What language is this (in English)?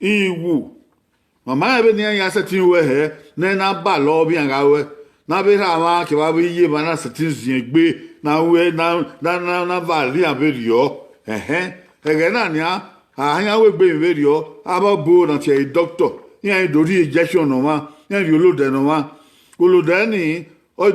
Bini